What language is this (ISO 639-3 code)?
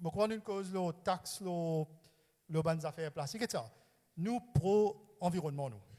mfe